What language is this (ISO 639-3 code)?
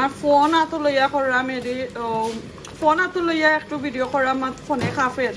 syl